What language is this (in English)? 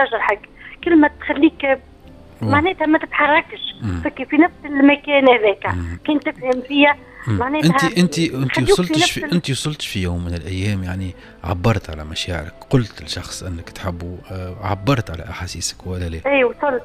Tunisian Arabic